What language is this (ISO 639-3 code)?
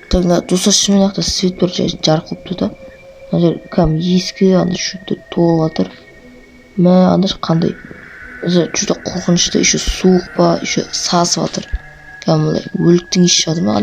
kaz